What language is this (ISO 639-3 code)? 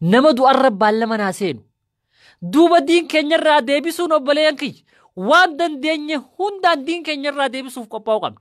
orm